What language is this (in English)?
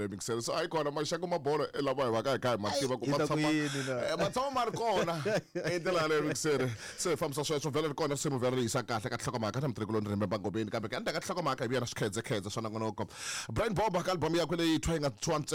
Tsonga